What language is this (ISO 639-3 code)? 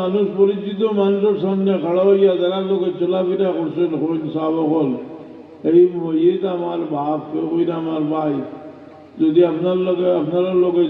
syl